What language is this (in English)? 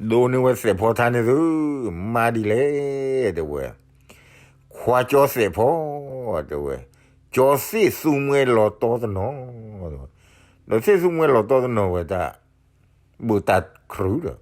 S'gaw Karen